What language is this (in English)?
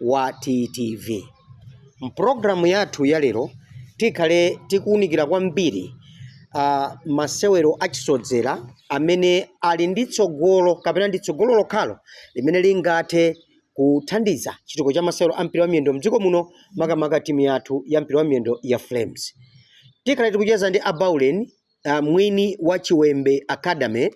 Nyanja